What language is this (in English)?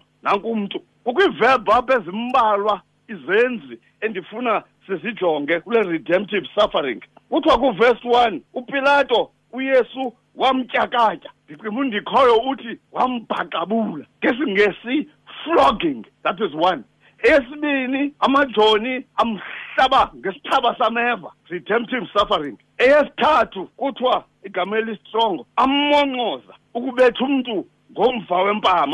Xhosa